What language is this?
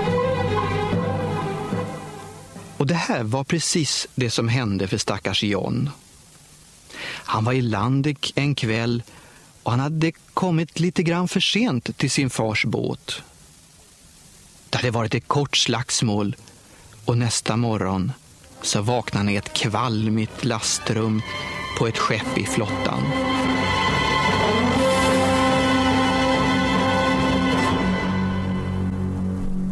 Swedish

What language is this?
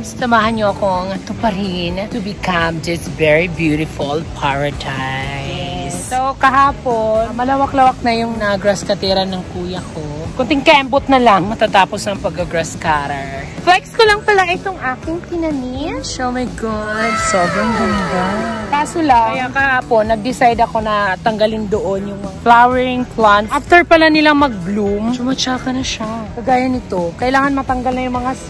Filipino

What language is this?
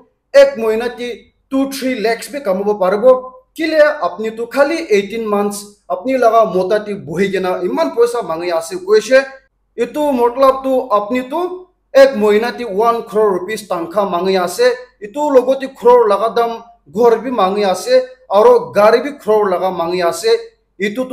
Naga Pidgin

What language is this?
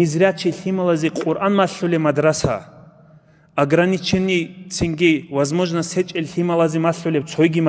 Avaric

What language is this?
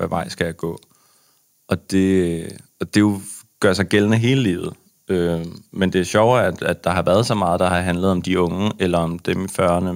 Danish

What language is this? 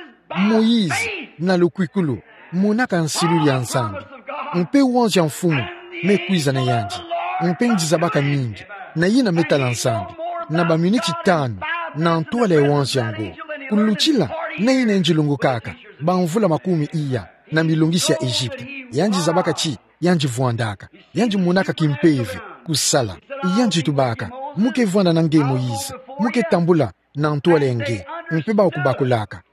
Kituba (Democratic Republic of Congo)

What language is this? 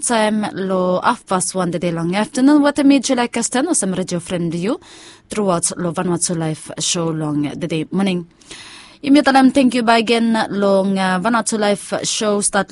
Bislama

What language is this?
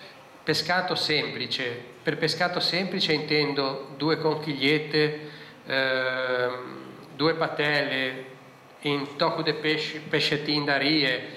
Italian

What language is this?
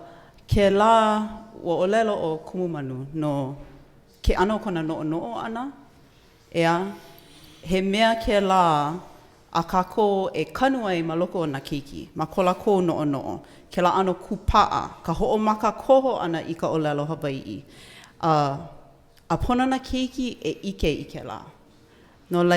Hawaiian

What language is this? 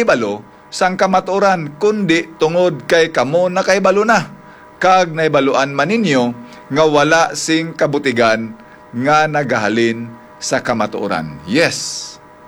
Hiligaynon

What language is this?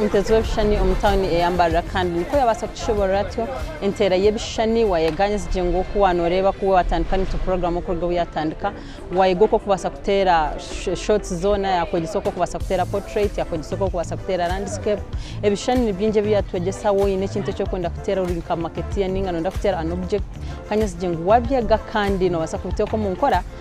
Nyankole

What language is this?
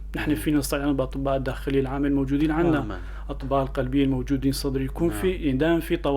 North Levantine Arabic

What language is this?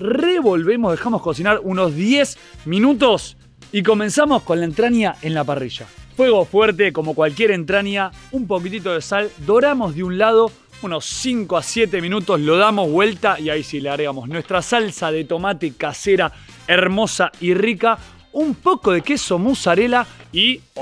Spanish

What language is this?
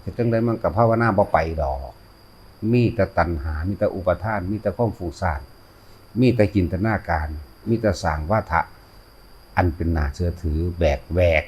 Northeastern Thai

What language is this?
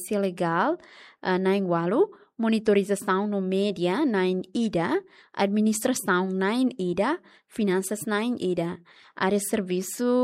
Tetum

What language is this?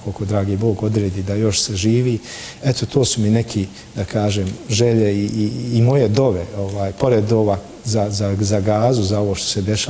Bosnian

